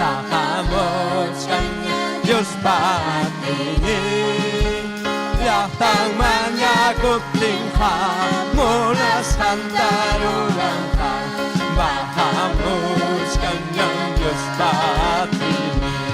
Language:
Ayacucho Quechua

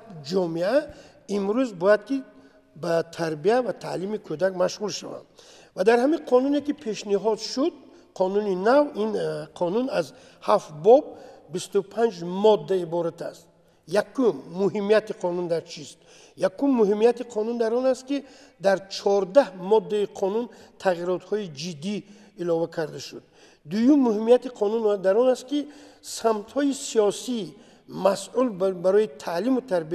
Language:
Tajik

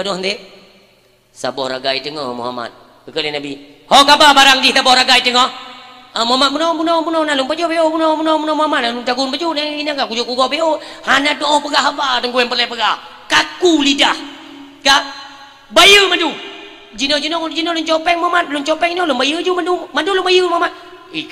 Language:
Achinese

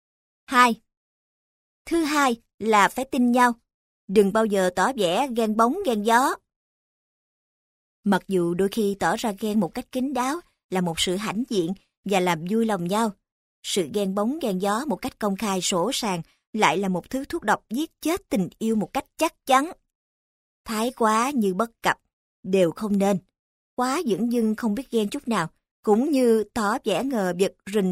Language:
Vietnamese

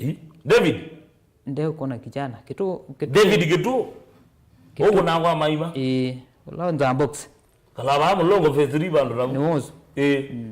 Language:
Kamba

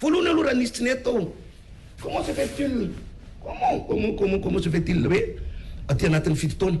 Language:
Malagasy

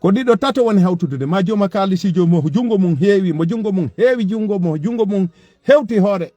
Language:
Fula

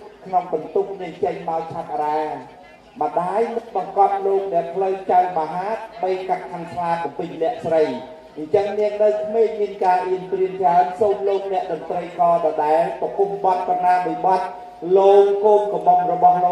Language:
Khmer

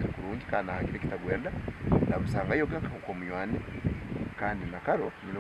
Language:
Nyankole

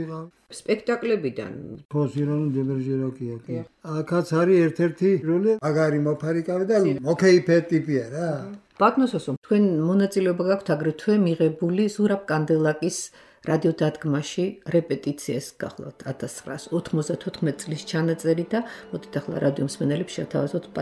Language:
Georgian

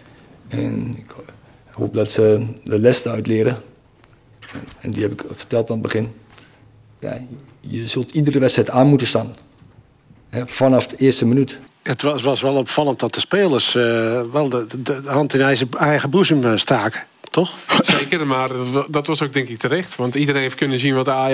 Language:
Dutch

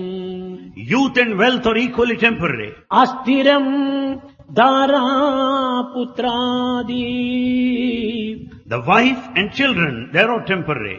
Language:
Telugu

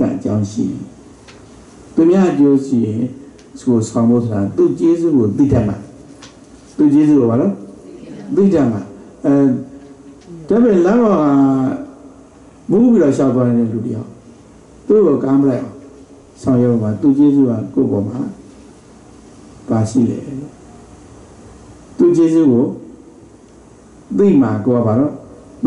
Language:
Burmese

